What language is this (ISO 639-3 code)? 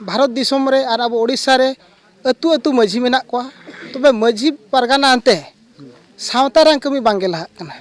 sat